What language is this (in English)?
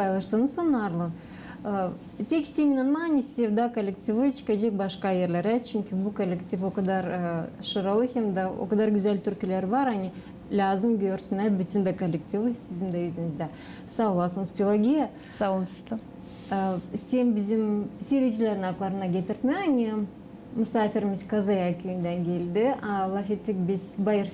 Gagauz